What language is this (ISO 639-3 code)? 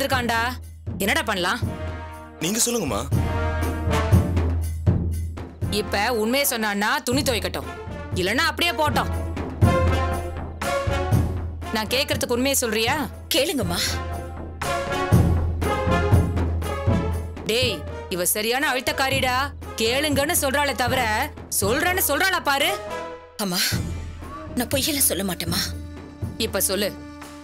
tam